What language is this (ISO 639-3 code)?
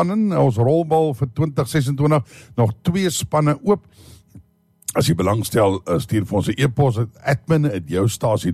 afr